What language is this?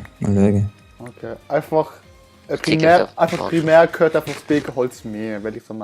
Swiss German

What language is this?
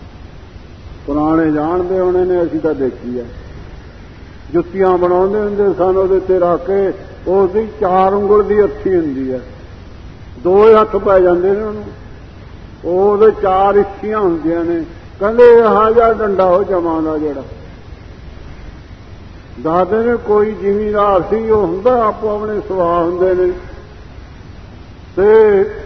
Punjabi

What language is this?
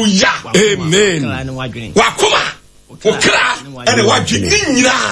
Akan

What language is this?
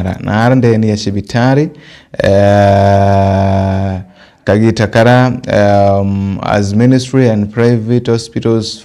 Meru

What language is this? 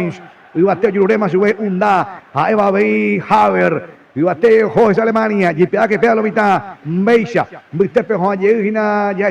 Guarani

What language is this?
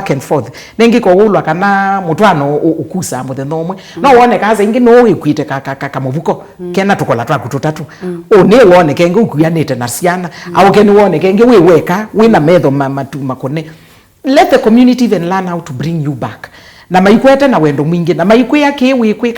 Kamba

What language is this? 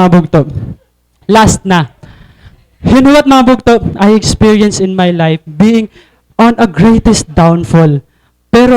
Waray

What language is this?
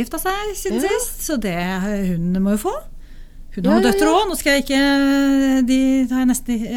Norwegian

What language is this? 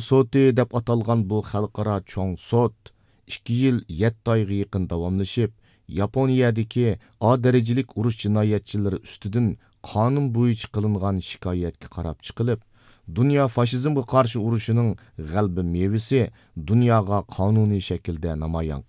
Uyghur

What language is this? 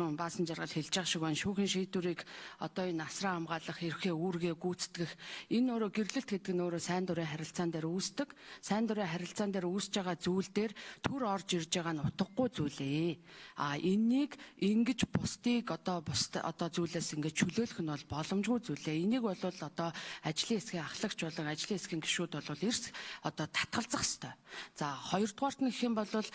Mongolian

